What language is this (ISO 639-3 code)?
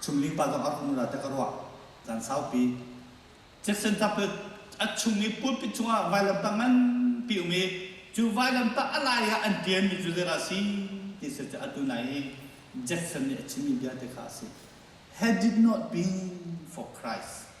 cnh